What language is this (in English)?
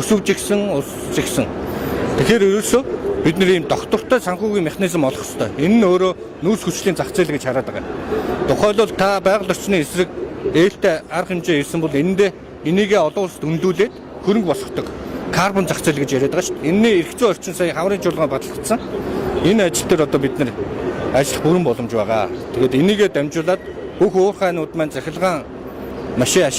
Mongolian